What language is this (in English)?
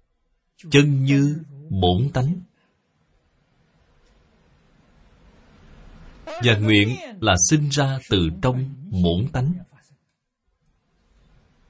Vietnamese